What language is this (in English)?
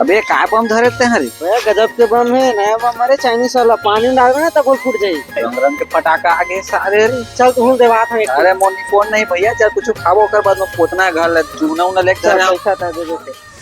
Chhattisgarhi